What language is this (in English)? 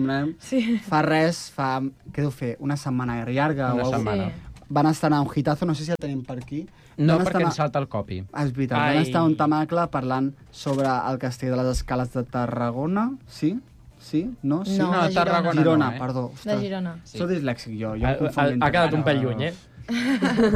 Catalan